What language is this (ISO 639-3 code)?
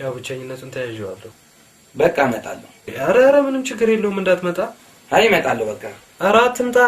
amh